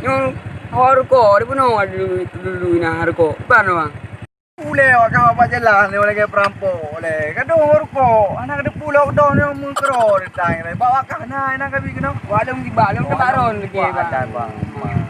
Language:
Achinese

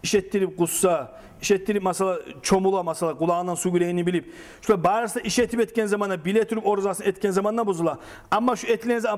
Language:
Kumyk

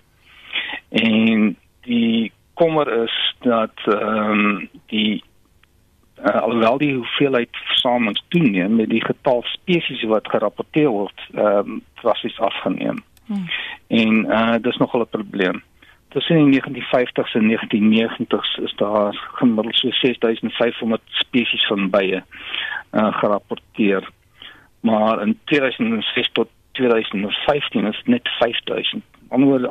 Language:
Afrikaans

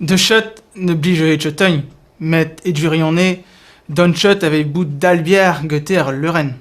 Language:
Breton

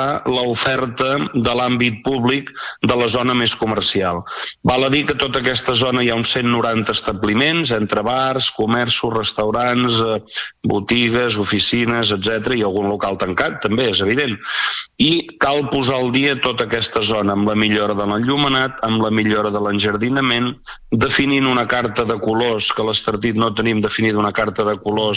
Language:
Catalan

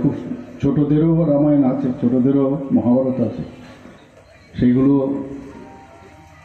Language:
Bangla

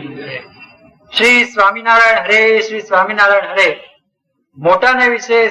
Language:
Gujarati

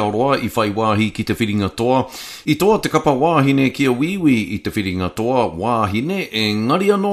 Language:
Māori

